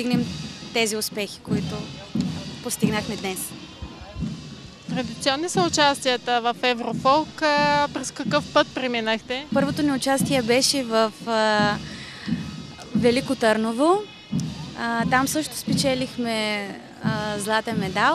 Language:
Bulgarian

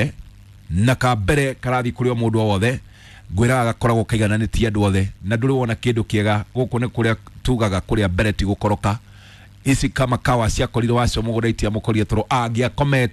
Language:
Kikuyu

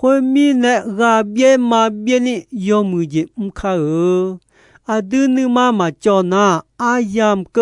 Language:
Akha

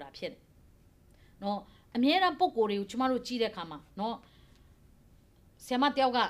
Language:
Burmese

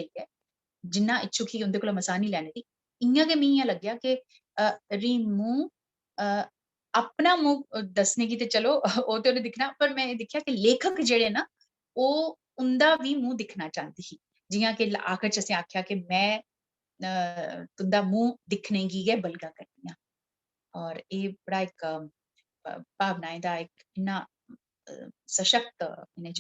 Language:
Dogri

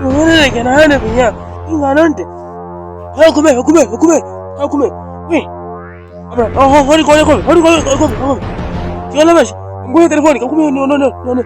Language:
Makhuwa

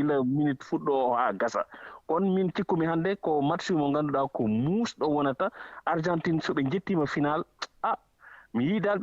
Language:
Fula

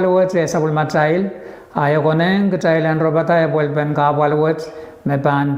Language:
Pohnpeian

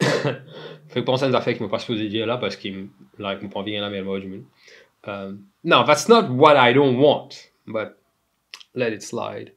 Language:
Morisyen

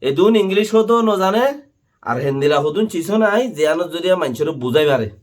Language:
Rohingya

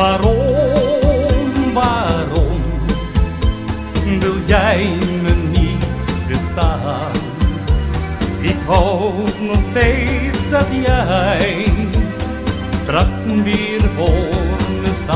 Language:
Dutch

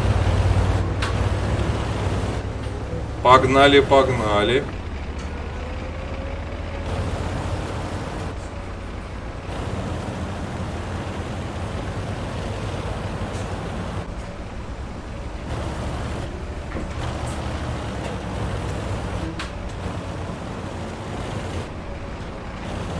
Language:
Russian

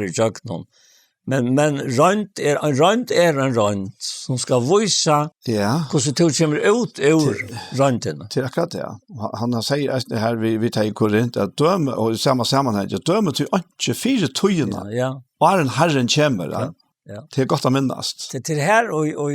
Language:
Faroese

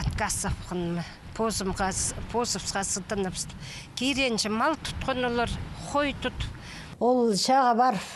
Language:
Khakas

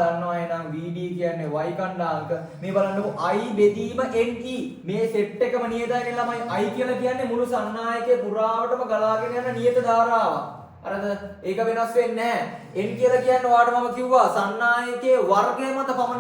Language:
Sinhala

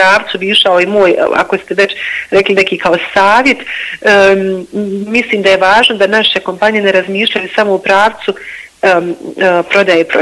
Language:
Bosnian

